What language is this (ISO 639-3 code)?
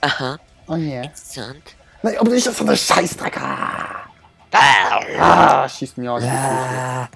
gsw